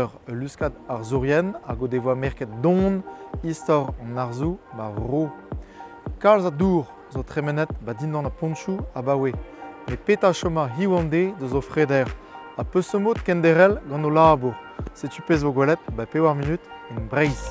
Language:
Breton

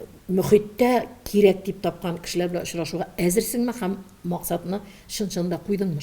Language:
Tatar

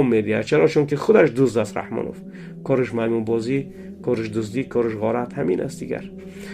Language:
Tajik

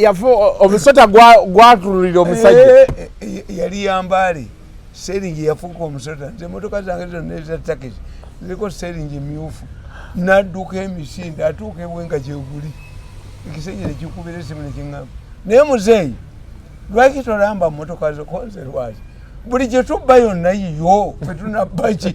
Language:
Ganda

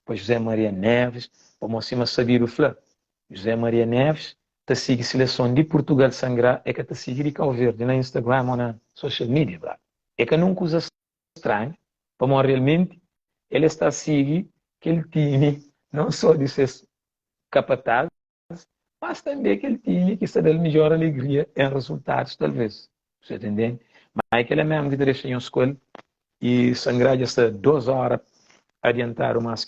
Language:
Kabuverdianu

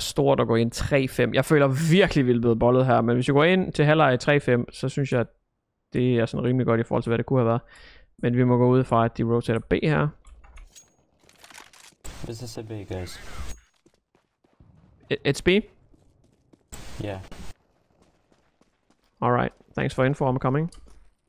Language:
Danish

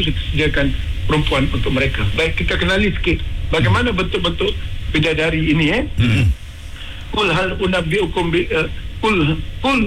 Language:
Malay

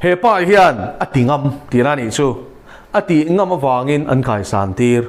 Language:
Mizo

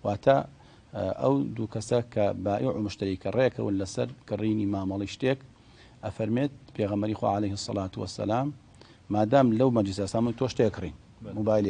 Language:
Central Kurdish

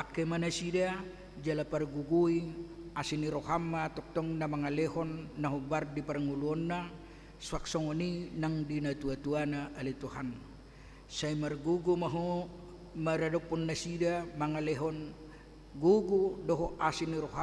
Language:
Batak Toba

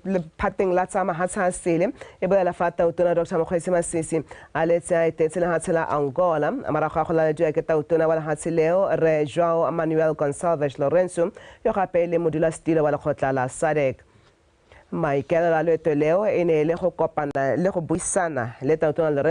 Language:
Tswana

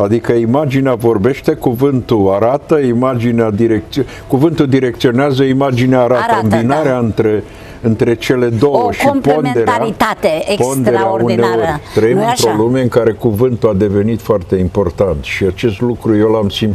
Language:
Romanian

